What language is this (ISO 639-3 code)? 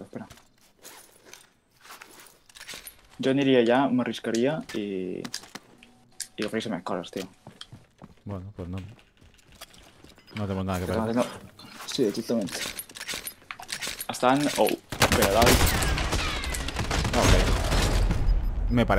spa